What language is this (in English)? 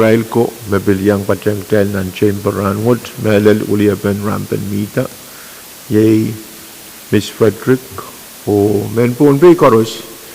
Pohnpeian